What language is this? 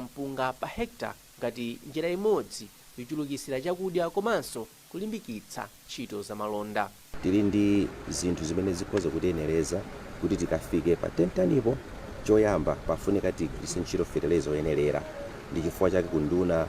Nyanja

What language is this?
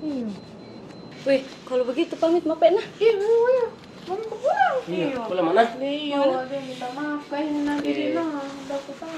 Makassar Malay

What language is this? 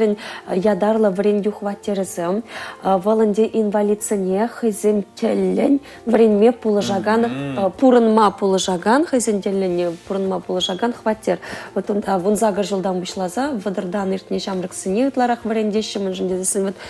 Chuvash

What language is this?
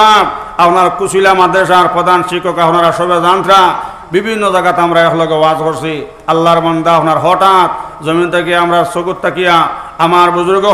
Sylheti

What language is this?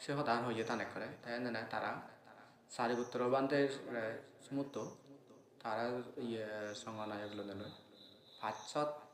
Assamese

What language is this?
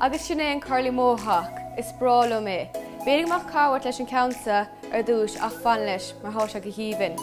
Irish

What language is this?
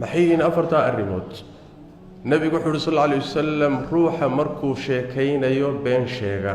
Somali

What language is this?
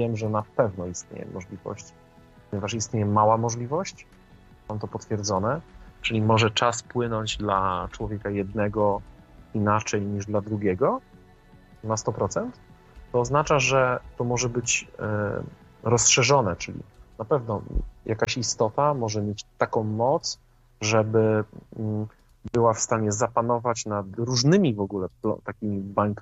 Polish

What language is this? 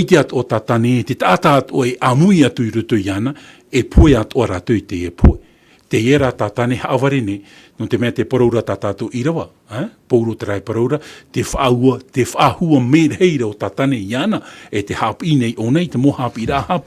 Tahitian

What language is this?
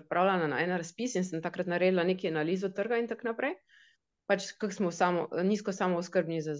Slovenian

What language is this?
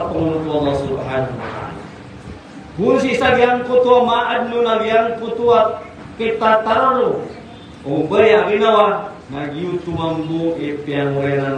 Maranao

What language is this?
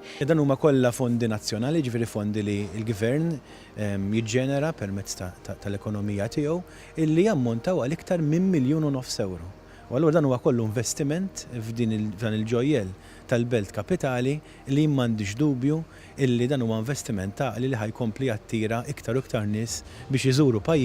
Maltese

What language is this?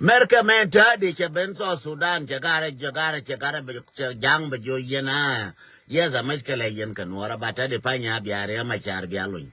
Nuer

